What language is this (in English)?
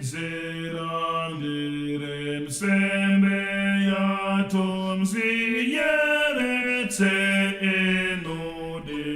Nyanja